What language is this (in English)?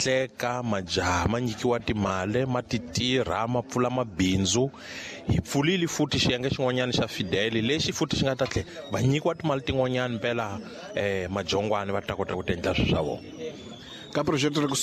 Tsonga